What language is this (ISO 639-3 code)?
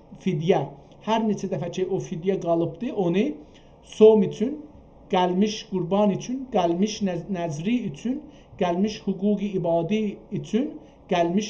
azb